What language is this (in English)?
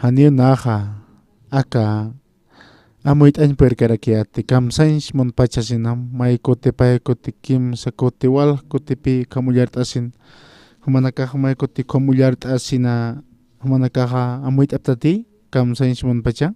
Aymara